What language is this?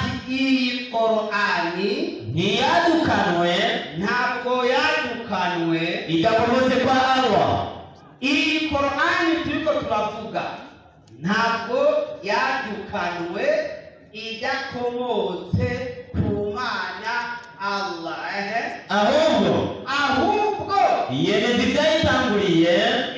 Rundi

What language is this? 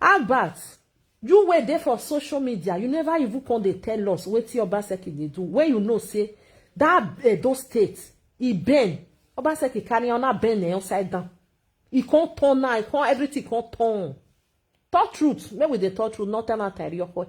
Nigerian Pidgin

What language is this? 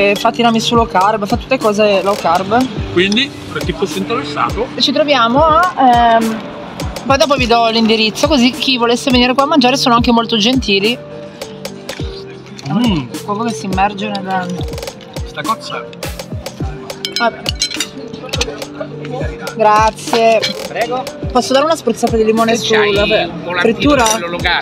Italian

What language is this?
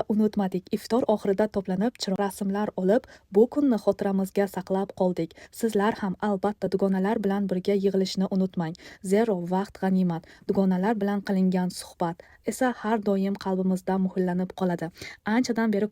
Uzbek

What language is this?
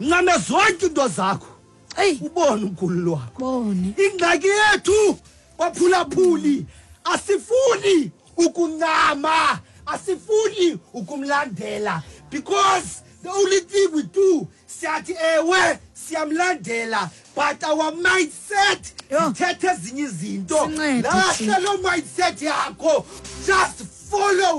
Xhosa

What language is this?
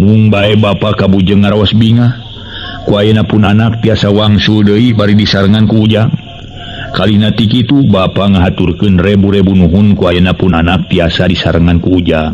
Sundanese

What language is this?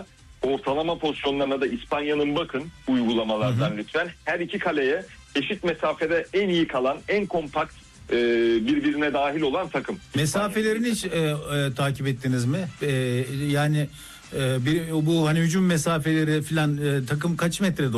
Turkish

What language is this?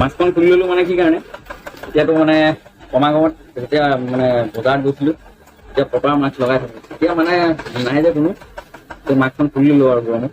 Assamese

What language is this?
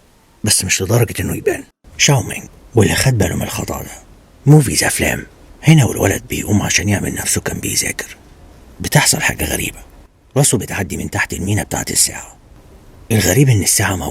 Egyptian Arabic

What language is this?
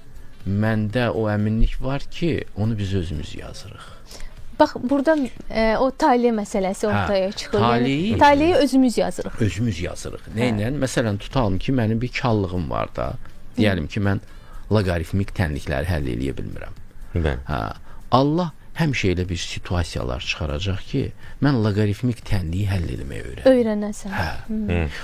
Azerbaijani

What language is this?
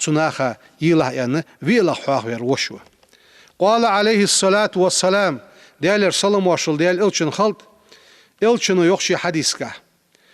Ingush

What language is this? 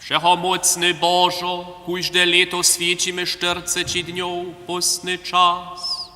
Upper Sorbian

